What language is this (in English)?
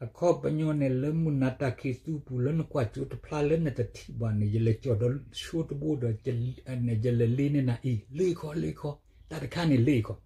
S'gaw Karen